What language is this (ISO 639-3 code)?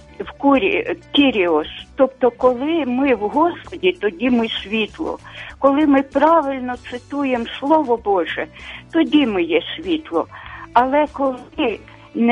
ukr